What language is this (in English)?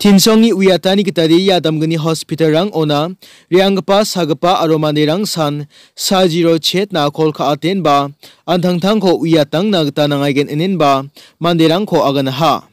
Garo